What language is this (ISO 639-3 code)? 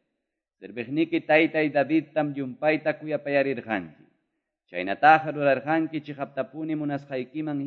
que